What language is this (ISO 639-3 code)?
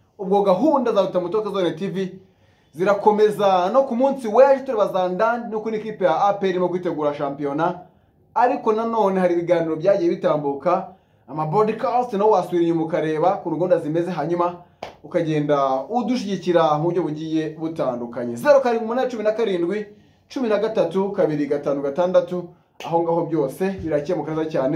kin